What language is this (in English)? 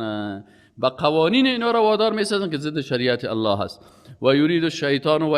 Persian